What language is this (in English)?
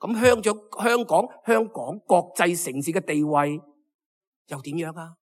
Cantonese